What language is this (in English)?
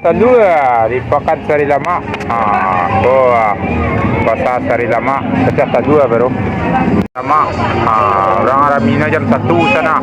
Minangkabau